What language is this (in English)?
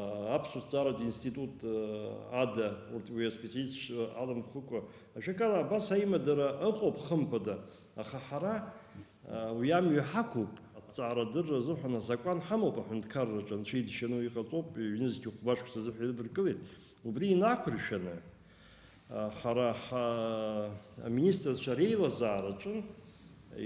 Abkhazian